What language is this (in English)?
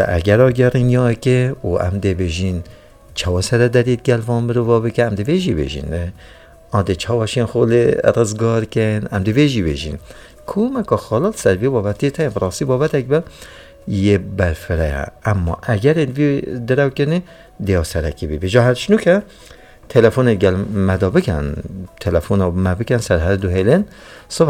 Kurdish